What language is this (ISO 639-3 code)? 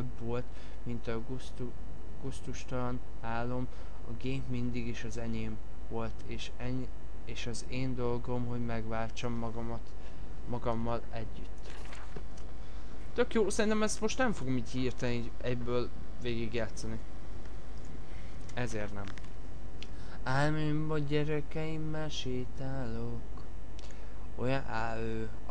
hun